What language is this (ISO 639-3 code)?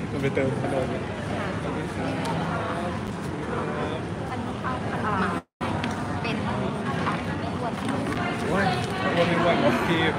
tha